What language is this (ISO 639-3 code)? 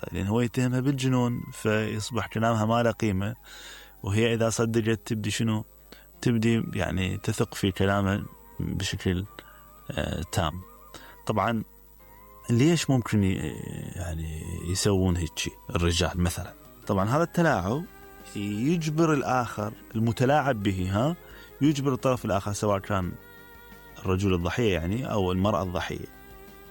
acm